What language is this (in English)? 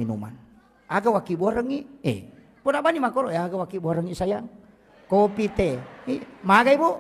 Buginese